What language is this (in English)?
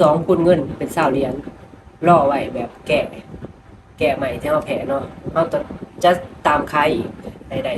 Lao